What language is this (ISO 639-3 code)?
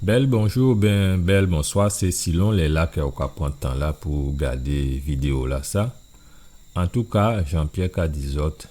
gcf